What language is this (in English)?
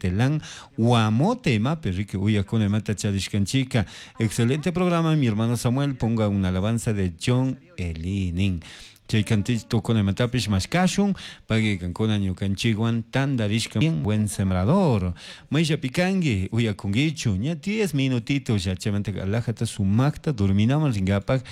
Chimborazo Highland Quichua